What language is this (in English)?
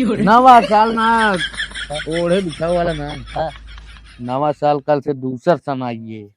Awadhi